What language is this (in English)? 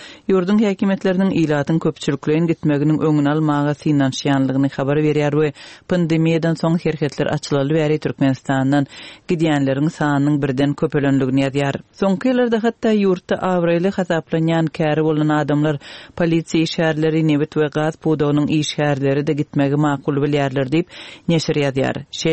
Turkmen